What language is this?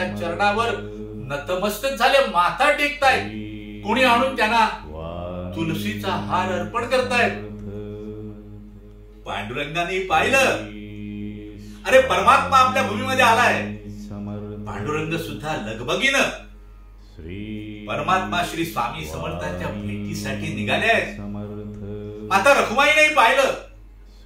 Marathi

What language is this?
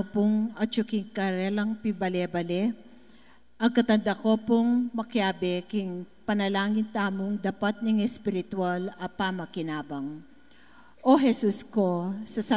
Pampanga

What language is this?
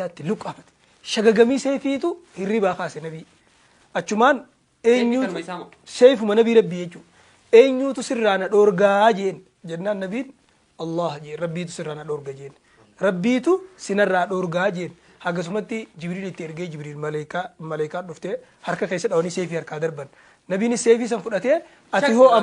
Oromo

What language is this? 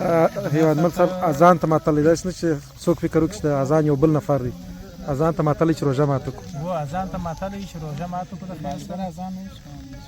Pashto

